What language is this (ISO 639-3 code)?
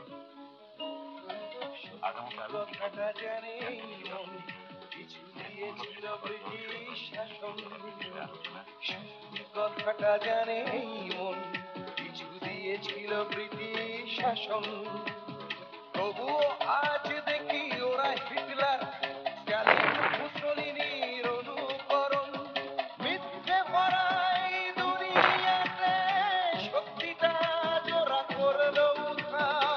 ben